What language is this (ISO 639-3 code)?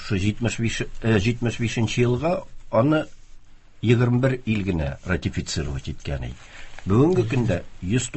tat